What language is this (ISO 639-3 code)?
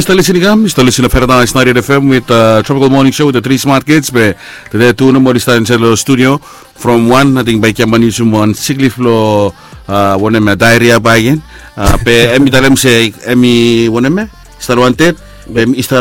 bis